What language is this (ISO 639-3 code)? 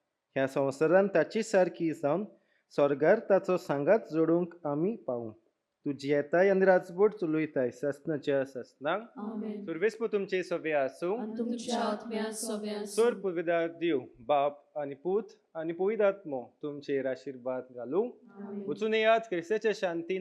kok